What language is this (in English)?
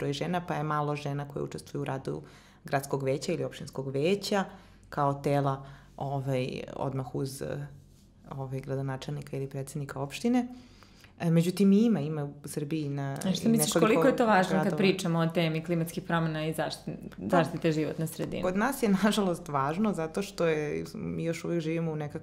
Serbian